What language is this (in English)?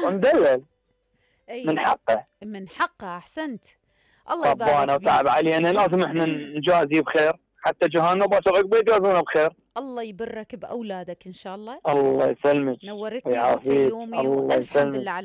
Mesopotamian Arabic